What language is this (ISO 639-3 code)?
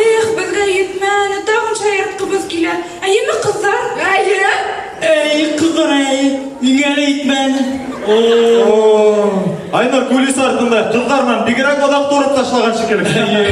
bak